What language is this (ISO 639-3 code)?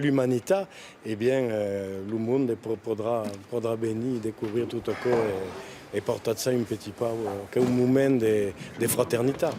oci